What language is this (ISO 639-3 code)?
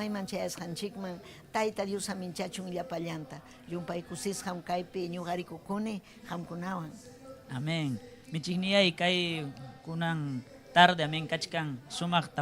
quy